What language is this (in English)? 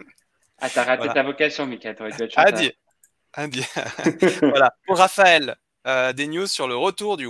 French